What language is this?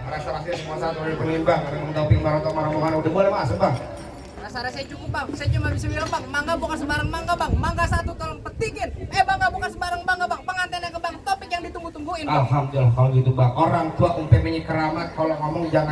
Betawi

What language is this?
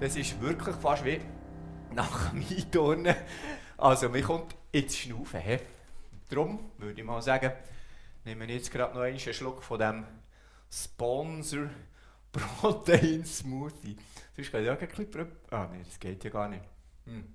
Swiss German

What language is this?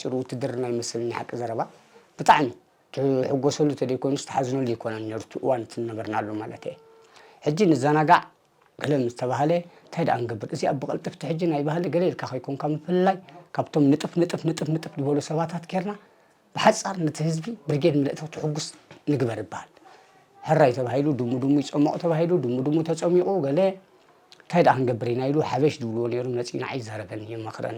Tigrinya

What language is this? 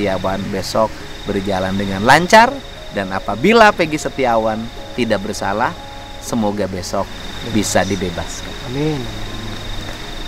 Indonesian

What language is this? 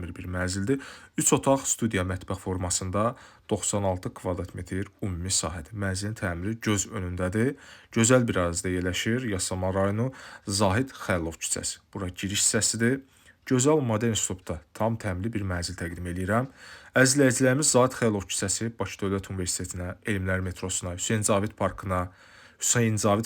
Azerbaijani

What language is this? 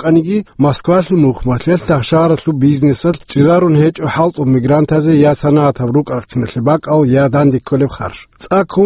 Avaric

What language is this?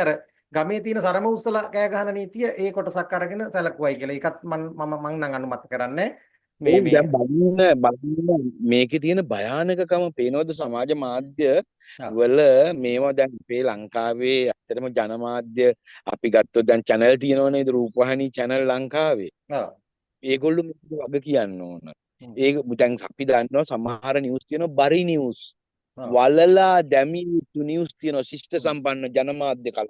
Sinhala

